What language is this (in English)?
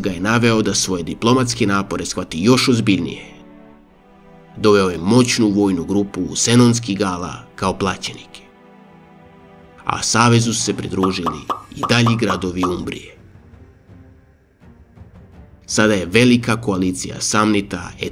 Serbian